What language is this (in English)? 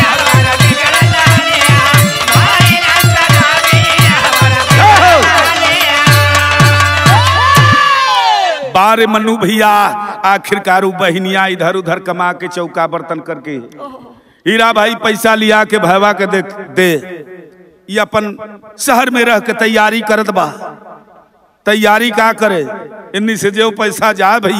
Bhojpuri